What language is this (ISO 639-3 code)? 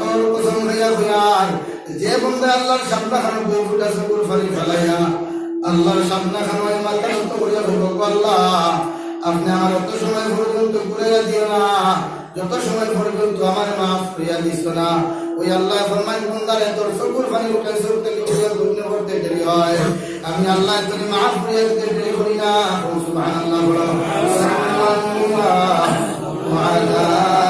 syl